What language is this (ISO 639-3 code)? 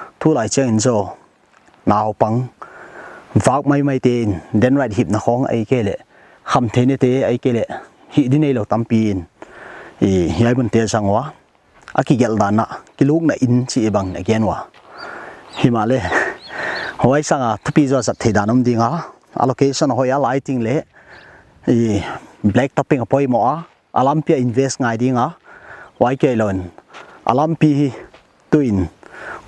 pck